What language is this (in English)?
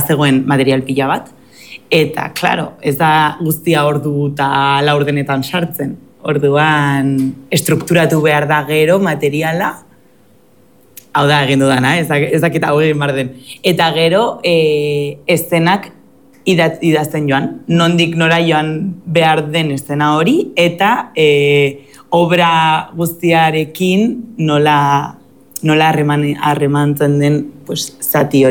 Basque